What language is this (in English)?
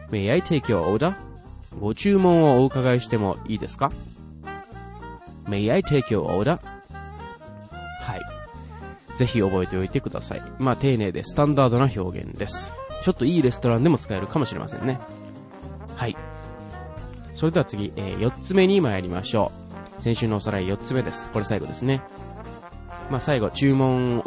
Japanese